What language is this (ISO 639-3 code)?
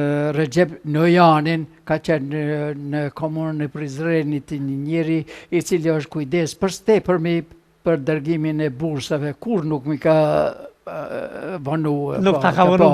sqi